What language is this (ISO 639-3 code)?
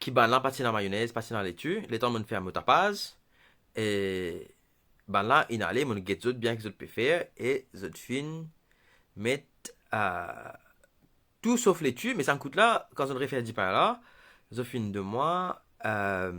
mfe